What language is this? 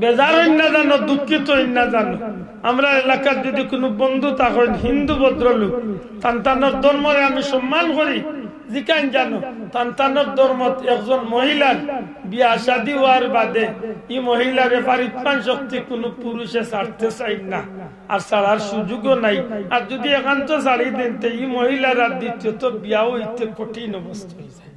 Sylheti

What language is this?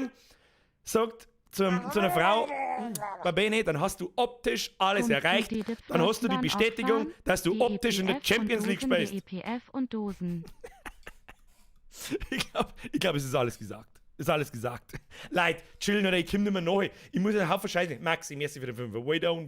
Bavarian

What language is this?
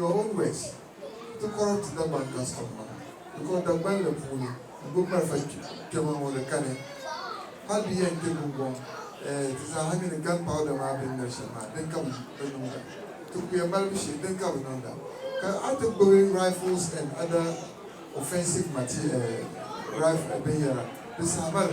Dagbani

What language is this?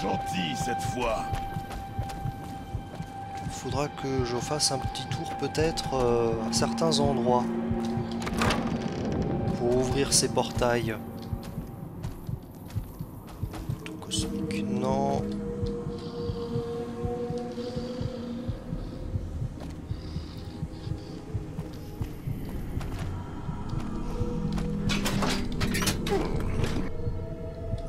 French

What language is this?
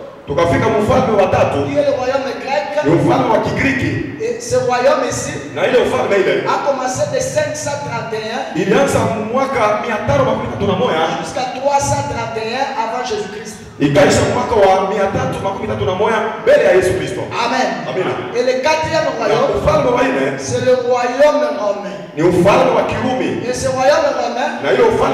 Swahili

